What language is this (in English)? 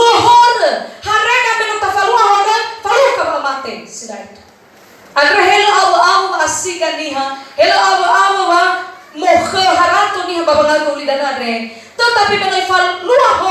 Nias